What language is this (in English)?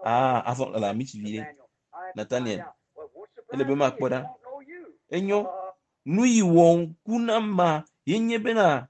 Ewe